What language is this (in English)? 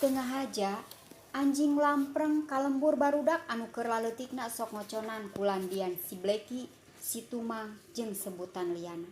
Sundanese